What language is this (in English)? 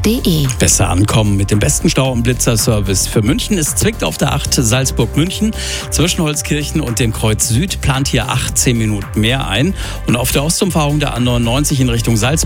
German